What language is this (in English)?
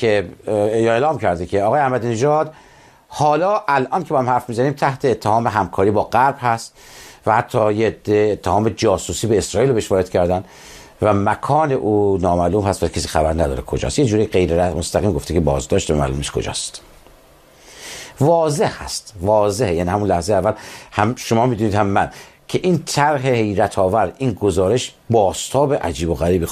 Persian